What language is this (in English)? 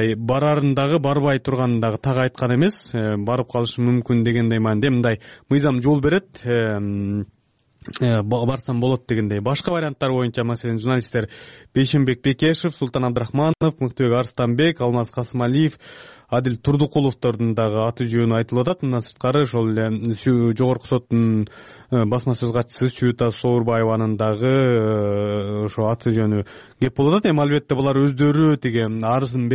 Kyrgyz